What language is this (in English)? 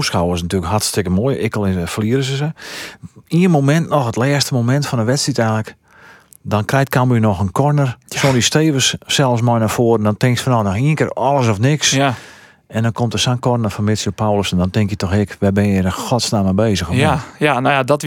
Western Frisian